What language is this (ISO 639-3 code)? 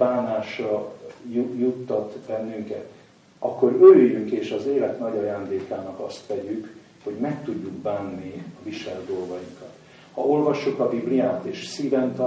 hun